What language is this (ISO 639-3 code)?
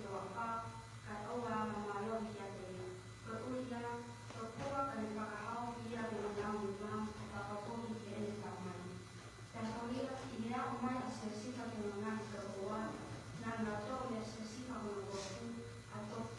ton